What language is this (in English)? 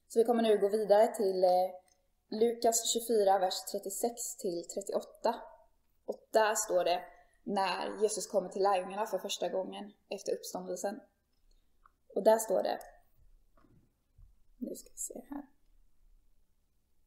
Swedish